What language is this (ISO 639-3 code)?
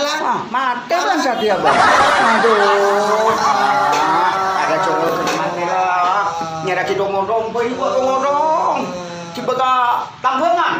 mad